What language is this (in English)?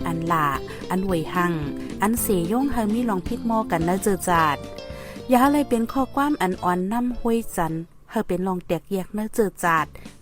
Shan